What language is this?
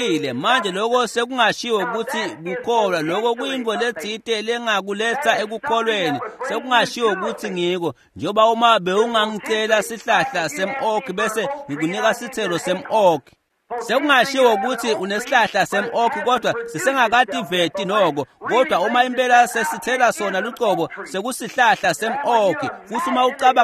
Swati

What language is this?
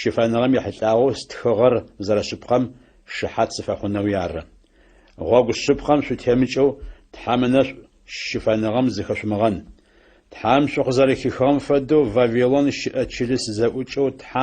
Adyghe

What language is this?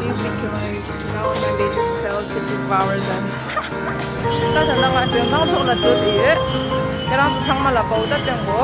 Tibetan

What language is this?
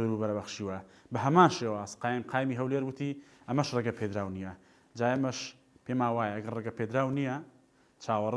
Central Kurdish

